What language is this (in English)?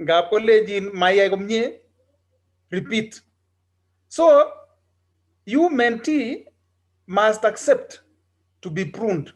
Kalenjin